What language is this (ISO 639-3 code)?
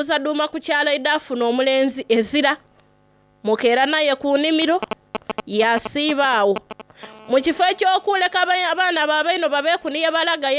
xog